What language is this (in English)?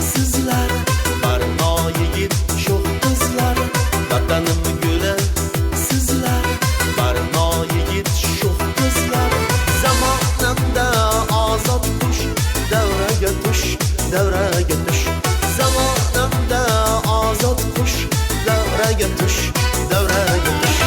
Kara-Kalpak